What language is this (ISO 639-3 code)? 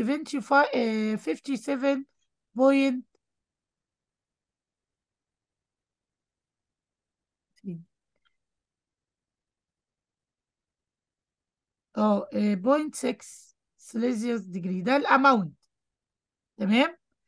arz